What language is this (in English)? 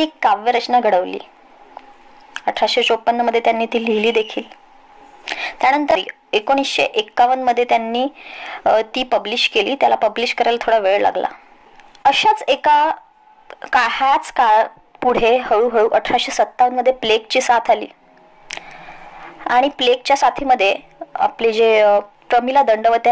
Marathi